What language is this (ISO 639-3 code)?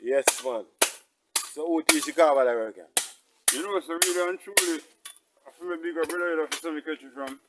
jam